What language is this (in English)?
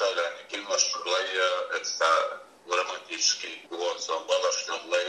Chechen